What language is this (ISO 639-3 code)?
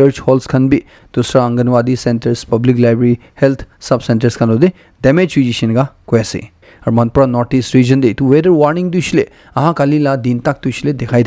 nag